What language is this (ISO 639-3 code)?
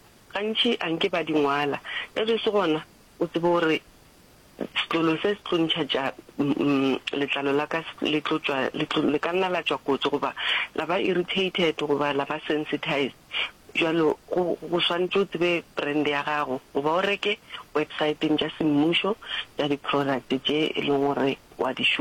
nso